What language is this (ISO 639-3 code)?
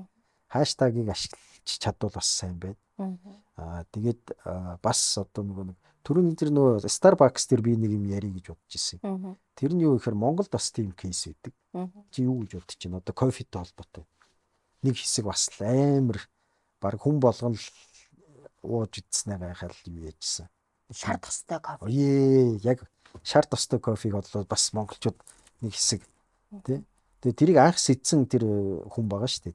mon